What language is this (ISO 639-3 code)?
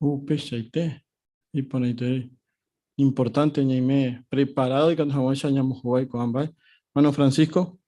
grn